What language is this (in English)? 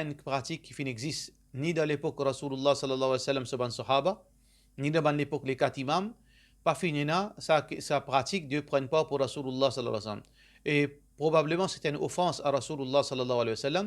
Morisyen